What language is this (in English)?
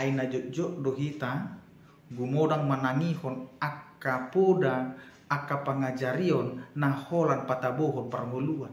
Batak Toba